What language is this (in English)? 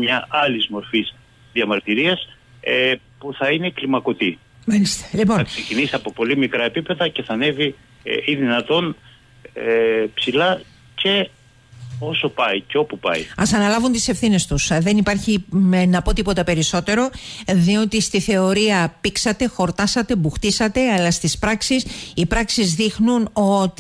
Greek